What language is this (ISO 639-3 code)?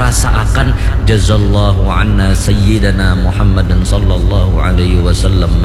bjn